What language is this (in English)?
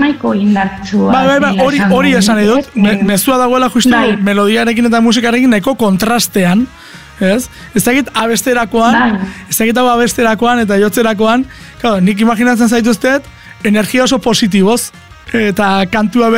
Basque